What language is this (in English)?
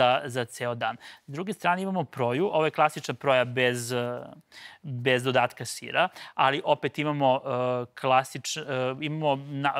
Serbian